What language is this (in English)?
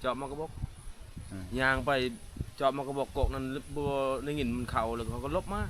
Northeastern Thai